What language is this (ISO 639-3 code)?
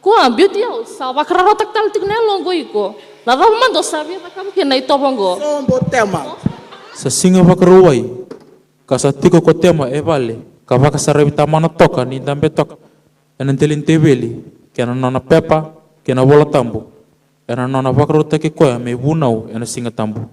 fij